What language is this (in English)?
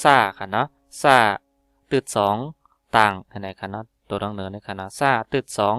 Shan